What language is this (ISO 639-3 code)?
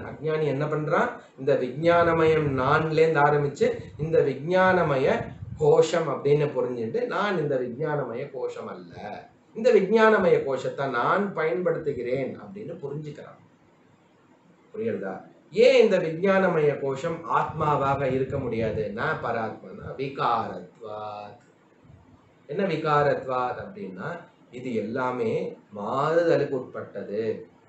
tam